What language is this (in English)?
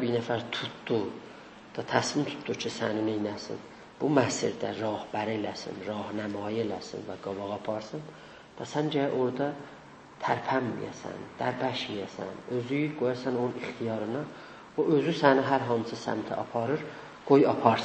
South Azerbaijani